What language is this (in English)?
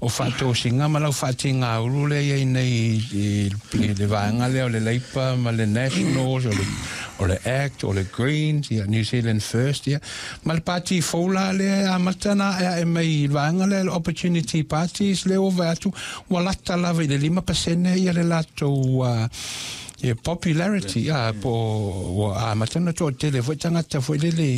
Samoan